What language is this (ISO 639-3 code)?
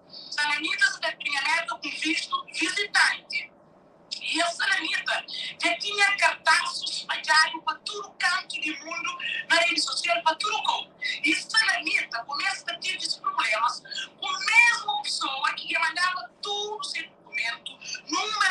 kea